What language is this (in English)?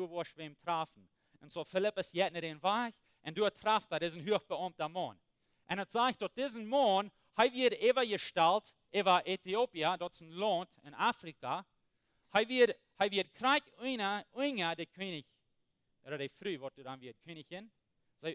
Plautdietsch